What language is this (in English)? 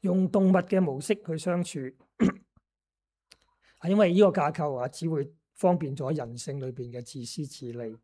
Cantonese